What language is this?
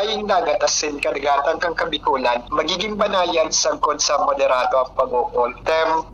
Bikol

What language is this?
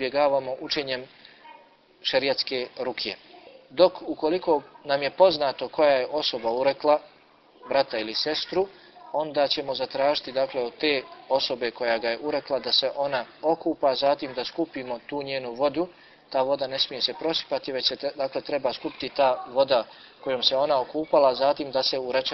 Bosnian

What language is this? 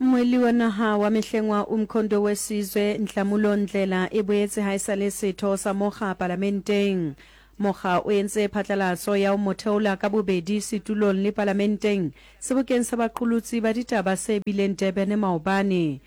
Southern Sotho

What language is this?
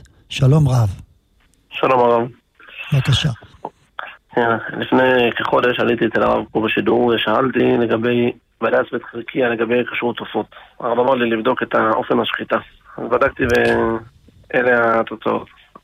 Hebrew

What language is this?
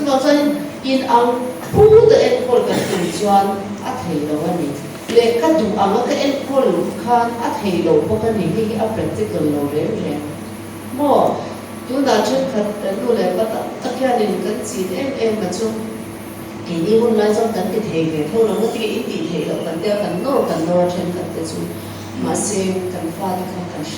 Mizo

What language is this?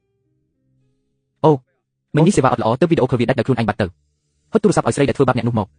Khmer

